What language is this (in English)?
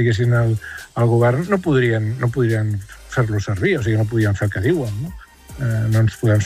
Catalan